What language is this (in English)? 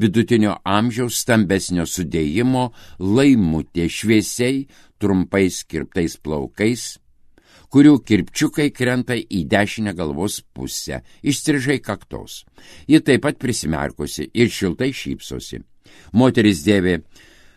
Lithuanian